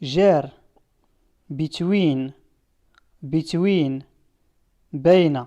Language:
Standard Moroccan Tamazight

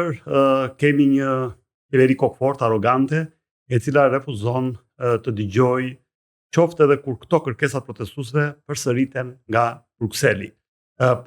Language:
Albanian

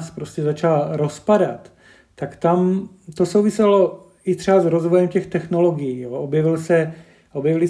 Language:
Czech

